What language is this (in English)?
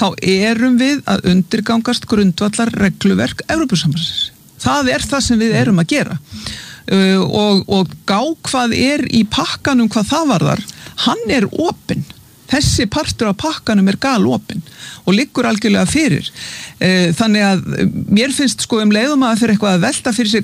Icelandic